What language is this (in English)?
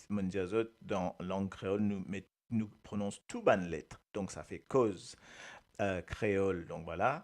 Morisyen